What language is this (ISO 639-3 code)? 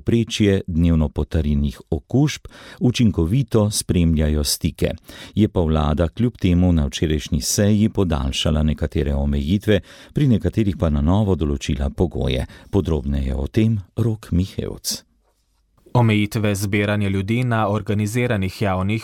slv